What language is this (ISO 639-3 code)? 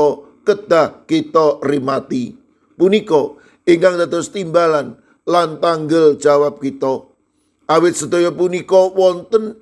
jav